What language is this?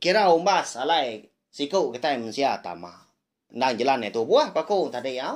Iban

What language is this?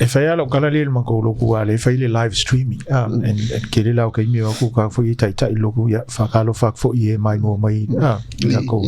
Samoan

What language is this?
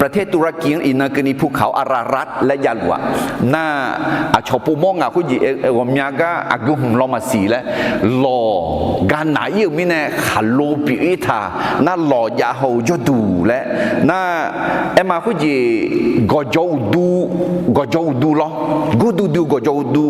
Akha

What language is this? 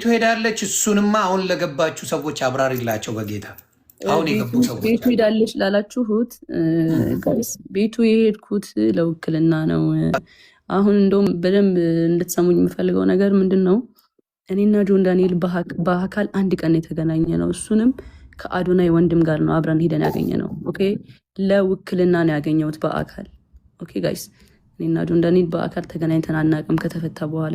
Amharic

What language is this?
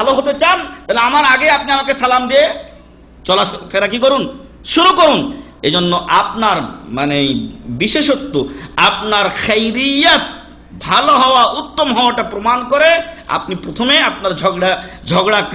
Bangla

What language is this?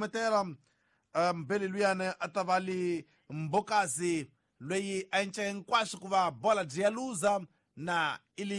Tsonga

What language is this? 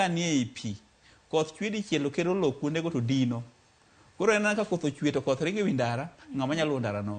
Luo (Kenya and Tanzania)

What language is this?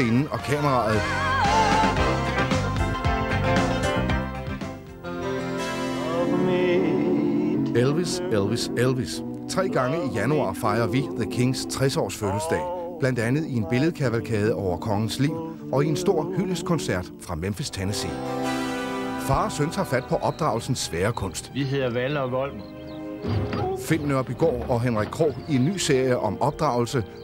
Danish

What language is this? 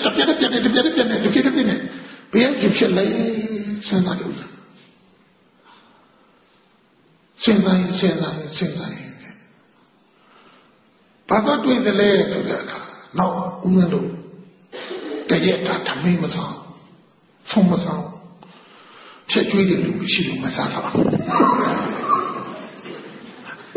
Burmese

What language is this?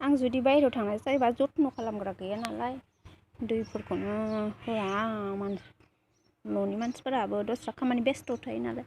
Bodo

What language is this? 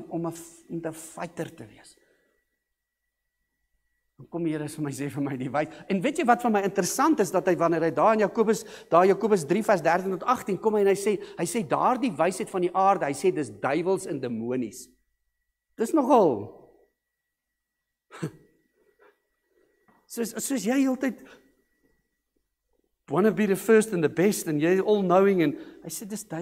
Afrikaans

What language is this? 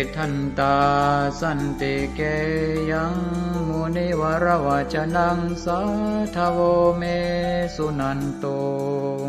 Pali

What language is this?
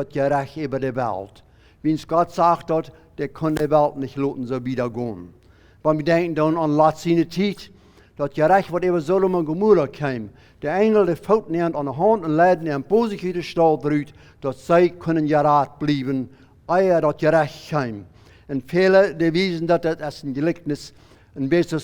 Plautdietsch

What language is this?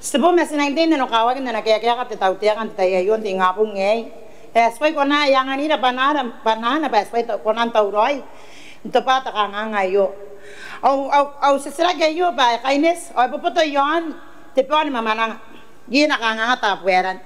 Gilbertese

